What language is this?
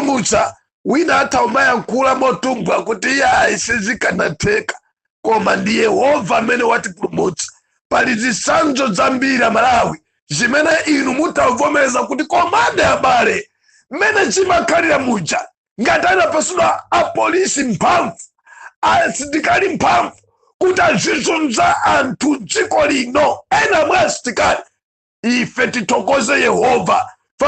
Nyanja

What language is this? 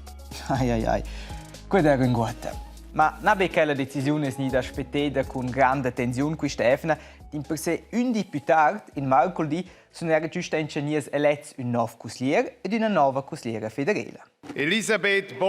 Romansh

